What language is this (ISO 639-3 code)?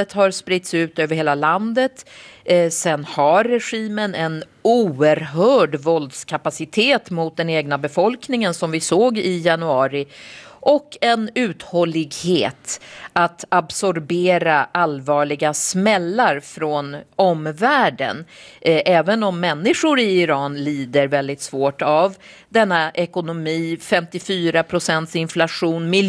swe